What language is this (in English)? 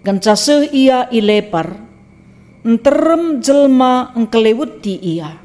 Batak Karo